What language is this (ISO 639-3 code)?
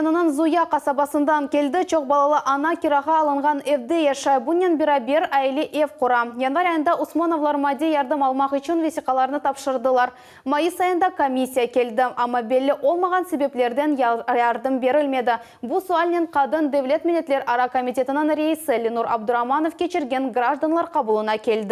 crh